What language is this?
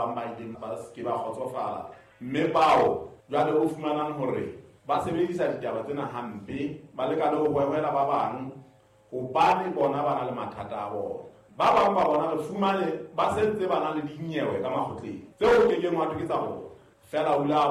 Southern Sotho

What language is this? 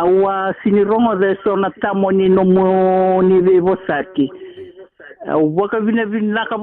Fijian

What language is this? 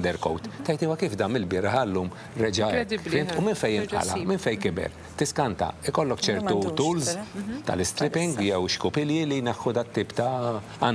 Maltese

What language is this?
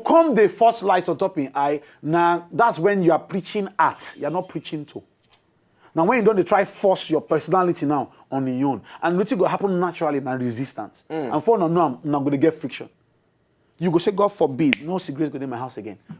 Nigerian Pidgin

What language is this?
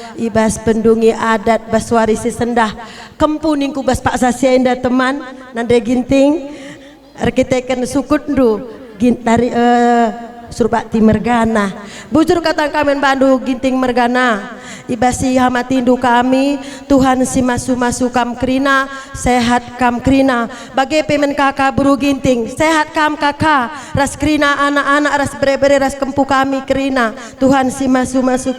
Batak Karo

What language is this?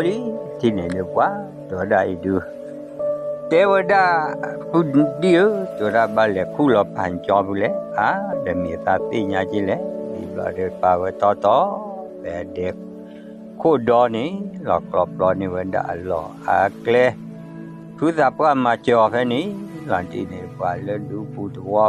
S'gaw Karen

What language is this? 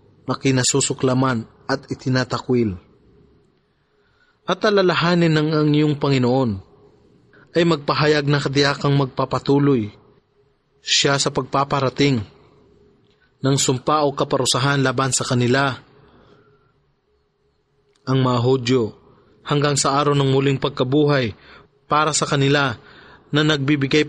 Filipino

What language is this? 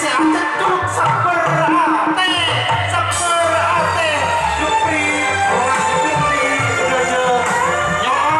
Madurese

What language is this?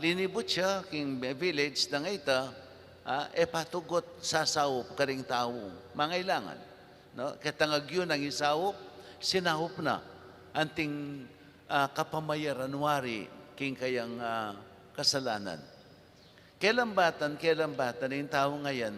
Pampanga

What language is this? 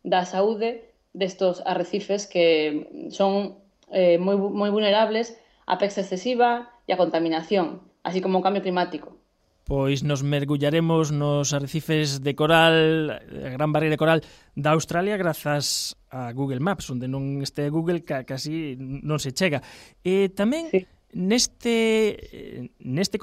Galician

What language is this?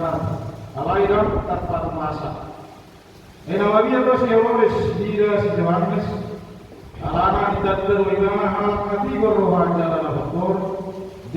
Batak Toba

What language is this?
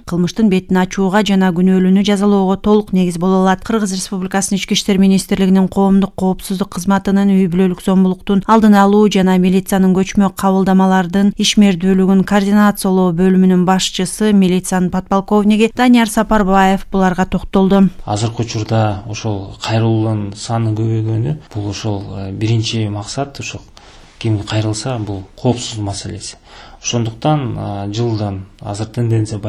Kyrgyz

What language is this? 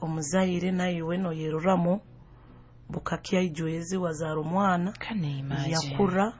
Nyoro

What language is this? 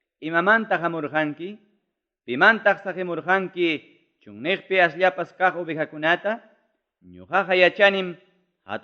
Ayacucho Quechua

